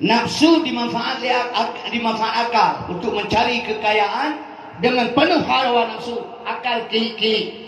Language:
Achinese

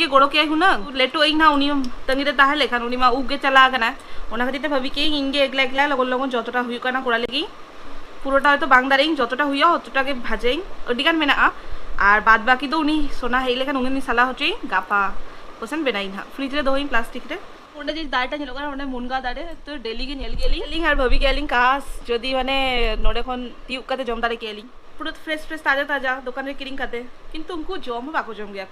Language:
Santali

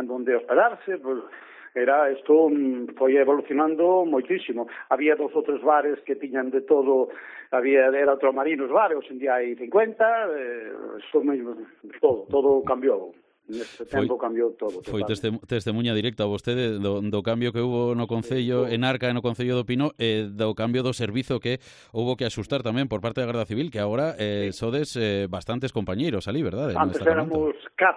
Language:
Galician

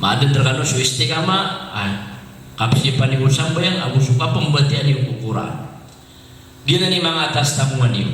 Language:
Maranao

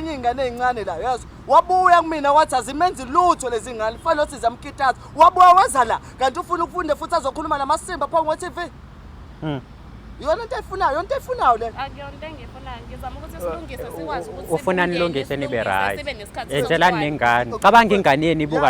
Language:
Zulu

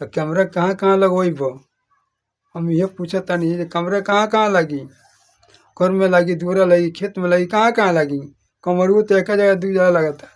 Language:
Bhojpuri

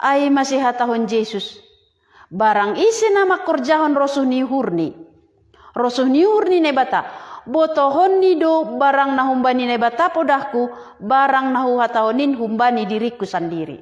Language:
Batak Simalungun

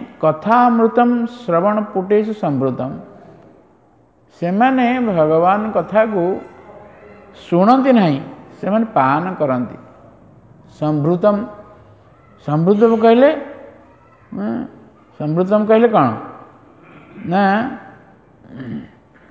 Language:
Odia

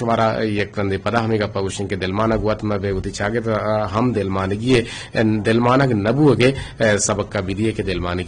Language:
Eastern Balochi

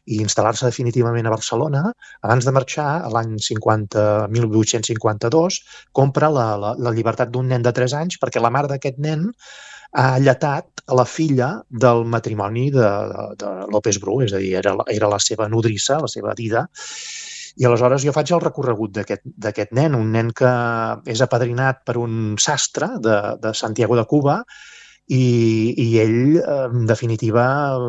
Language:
Catalan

